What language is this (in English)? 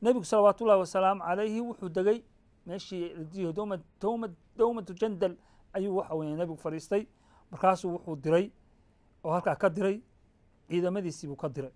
Somali